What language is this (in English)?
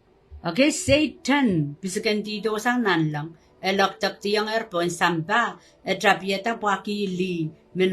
Pohnpeian